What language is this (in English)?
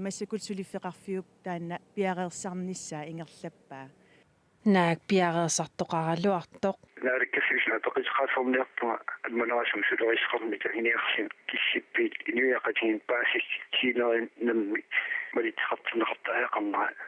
Kalaallisut